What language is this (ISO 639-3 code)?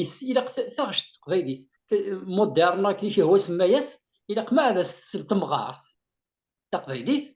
kab